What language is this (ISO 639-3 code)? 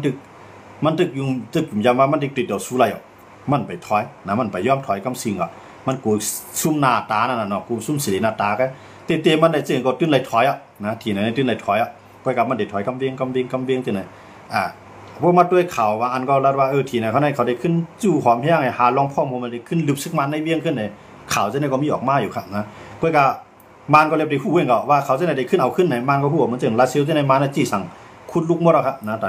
shn